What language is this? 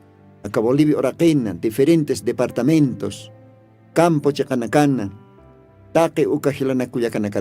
Aymara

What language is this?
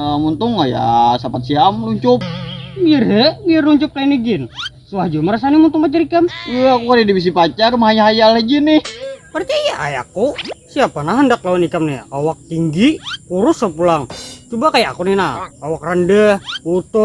Banjar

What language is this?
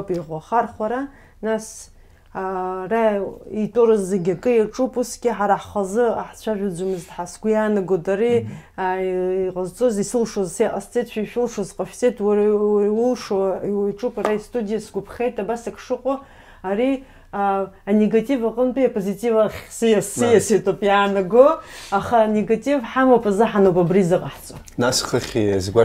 Abkhazian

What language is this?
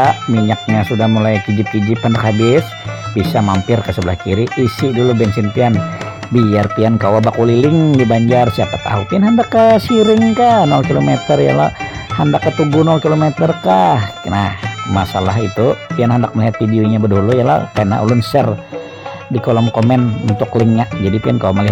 Banjar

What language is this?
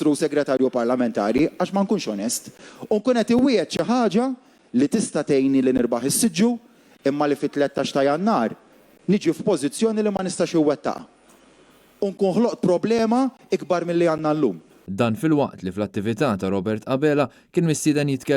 Maltese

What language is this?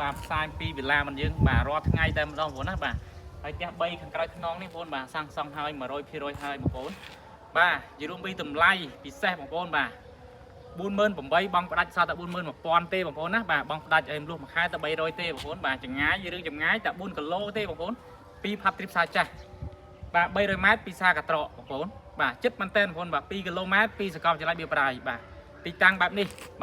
Khmer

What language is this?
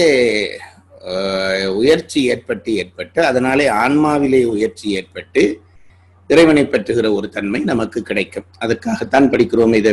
Tamil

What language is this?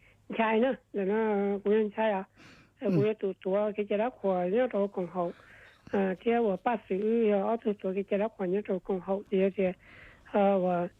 Hmong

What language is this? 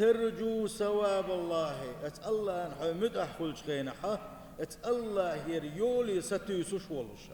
Chechen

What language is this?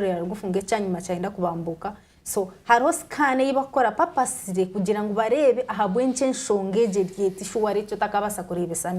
Nyankole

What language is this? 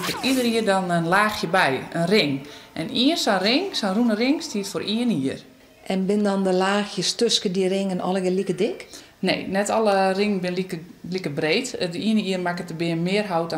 Western Frisian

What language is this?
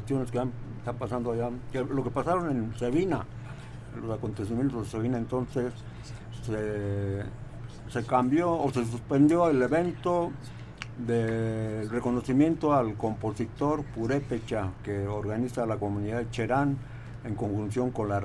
Spanish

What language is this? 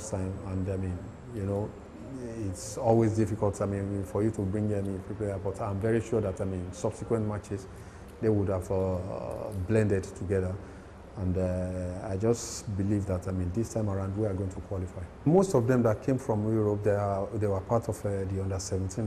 English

